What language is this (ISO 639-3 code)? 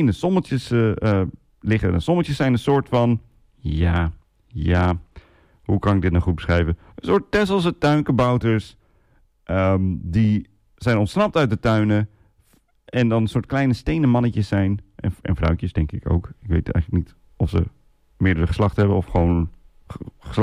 nld